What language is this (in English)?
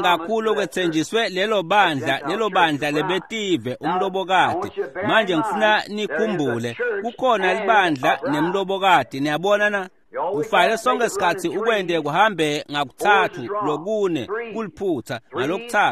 Swati